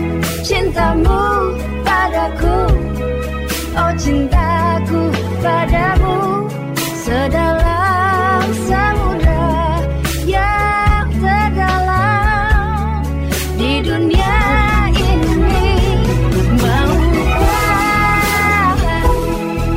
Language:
Indonesian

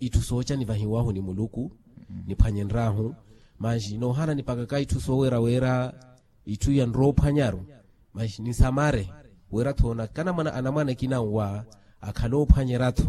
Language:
Makhuwa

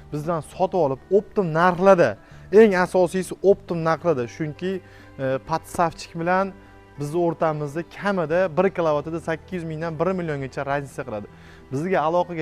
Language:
Uzbek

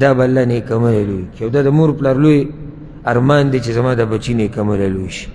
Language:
Pashto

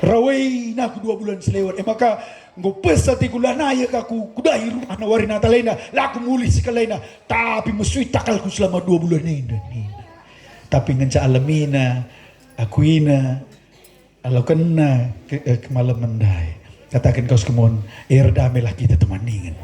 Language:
Batak Karo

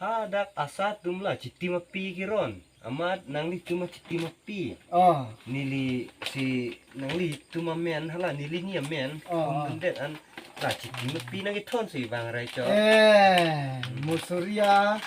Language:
Karbi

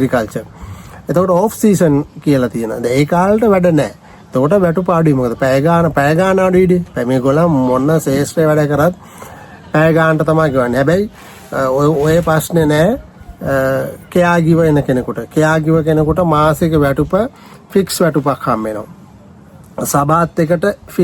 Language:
Sinhala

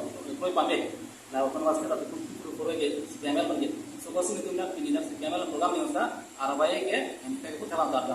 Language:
Karbi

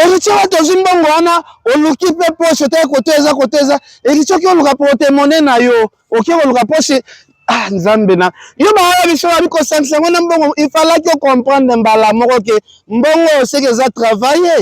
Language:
Lingala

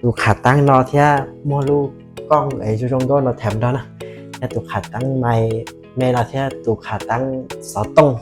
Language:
Hmong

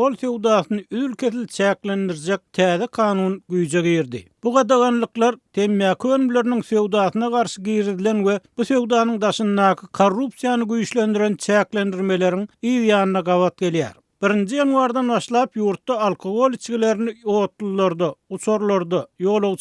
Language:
Turkmen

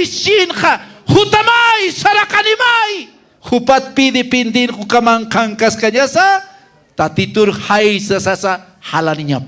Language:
Aymara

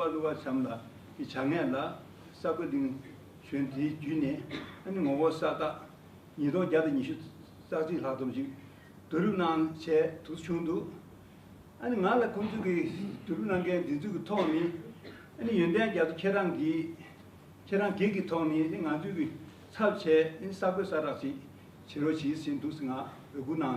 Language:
Tibetan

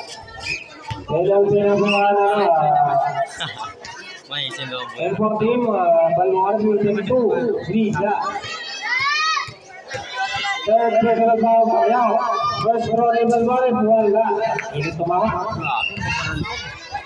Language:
Filipino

